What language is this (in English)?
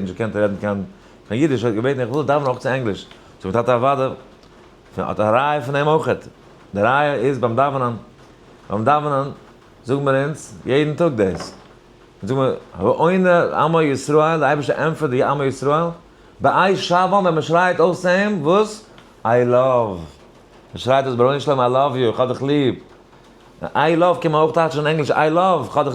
Yiddish